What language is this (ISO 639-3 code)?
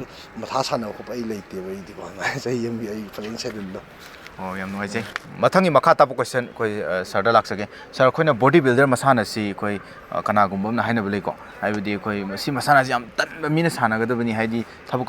mni